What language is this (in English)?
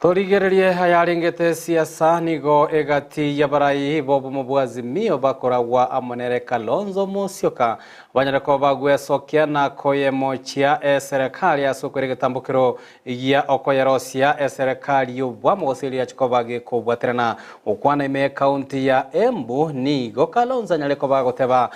Gusii